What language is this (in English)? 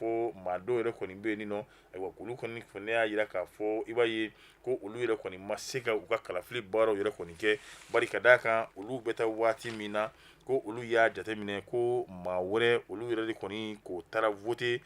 Bambara